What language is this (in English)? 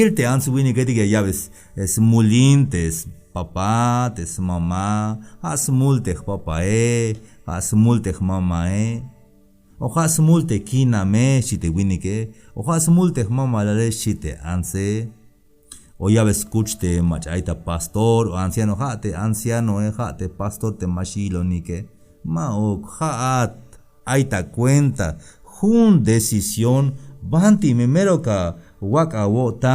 Tzeltal